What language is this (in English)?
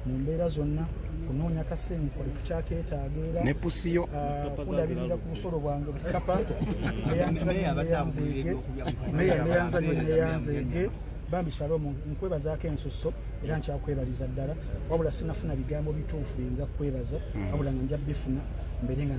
Ganda